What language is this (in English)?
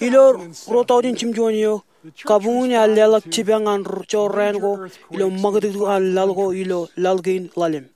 Marshallese